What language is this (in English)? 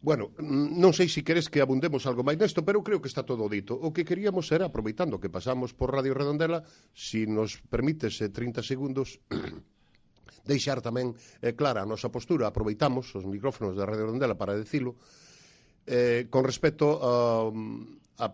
Galician